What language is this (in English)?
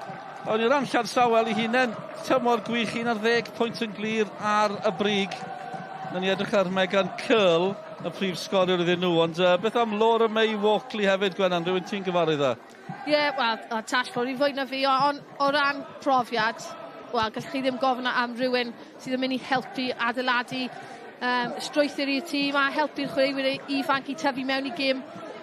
Welsh